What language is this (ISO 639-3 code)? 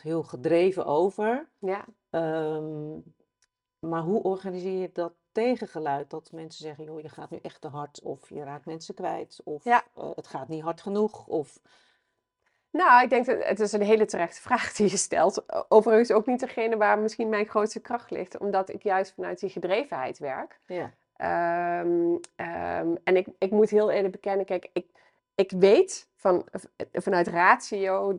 nld